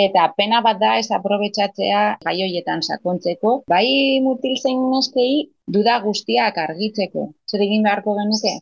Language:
Basque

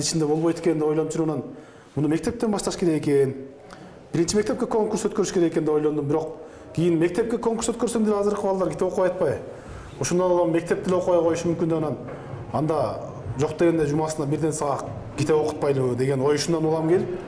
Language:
Kyrgyz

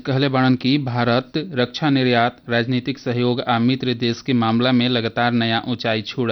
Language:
Bhojpuri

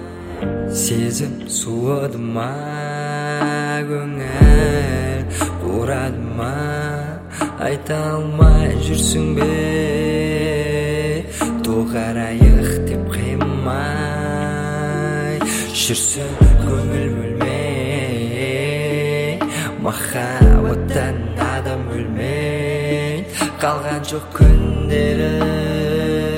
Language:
Kazakh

